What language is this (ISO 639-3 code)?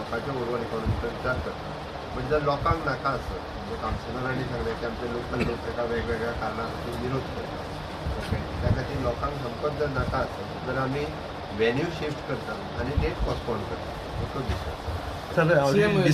kok